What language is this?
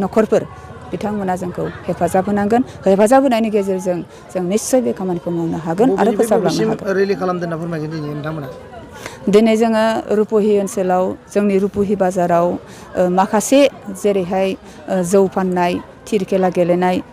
Bodo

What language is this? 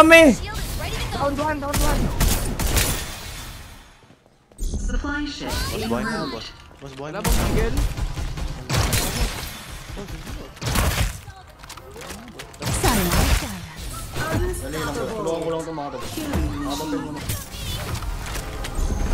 Filipino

